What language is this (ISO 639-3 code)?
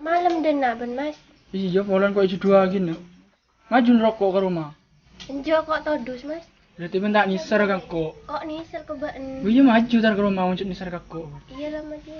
mad